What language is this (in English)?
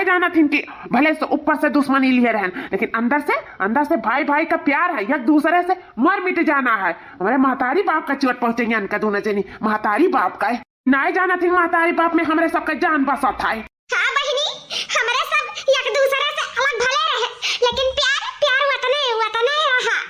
Awadhi